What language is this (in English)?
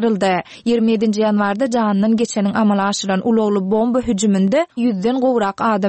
Turkmen